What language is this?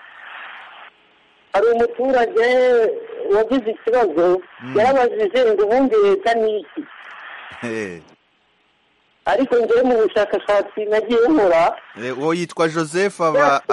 Kinyarwanda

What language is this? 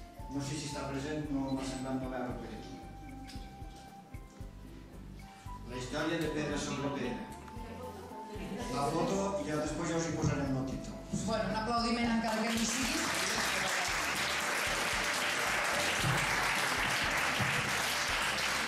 Catalan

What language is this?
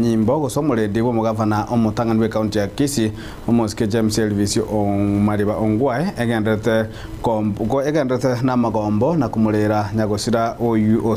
Gusii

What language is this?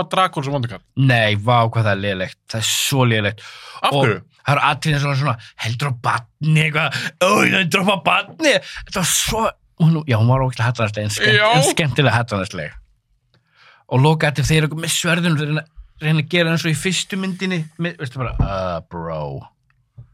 Icelandic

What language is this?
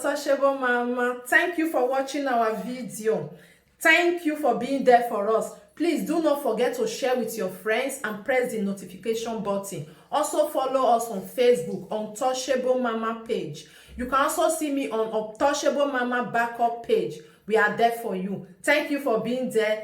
Nigerian Pidgin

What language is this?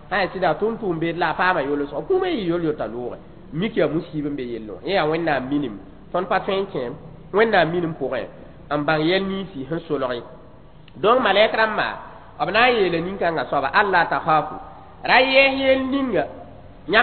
Mossi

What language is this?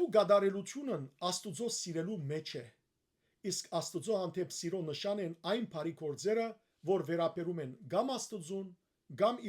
Western Armenian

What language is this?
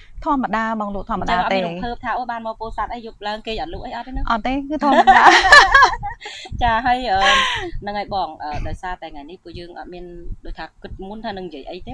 Khmer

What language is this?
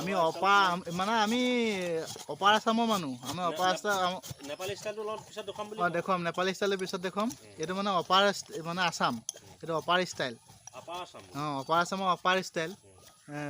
Assamese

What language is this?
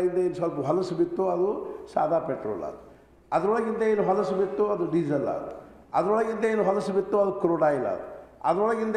Kannada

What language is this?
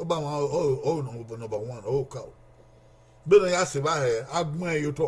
Bini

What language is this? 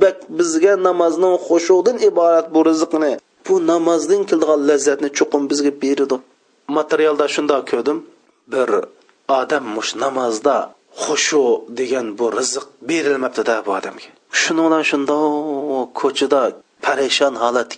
Uyghur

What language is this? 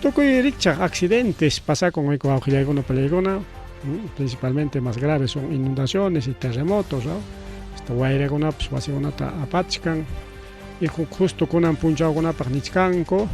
Ayacucho Quechua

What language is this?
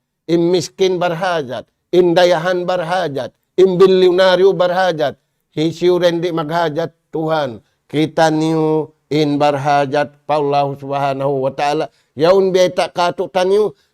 Tausug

